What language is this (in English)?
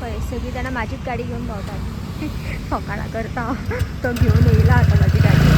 Konkani